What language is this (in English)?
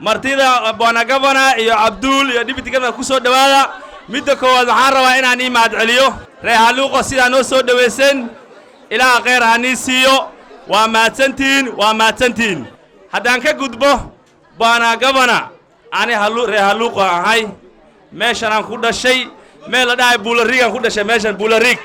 Somali